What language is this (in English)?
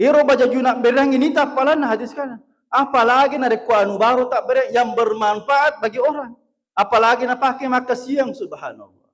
Buginese